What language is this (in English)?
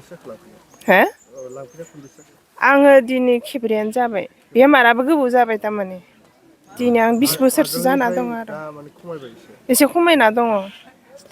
Bodo